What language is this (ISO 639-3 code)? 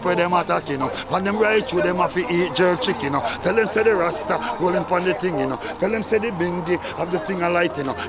jam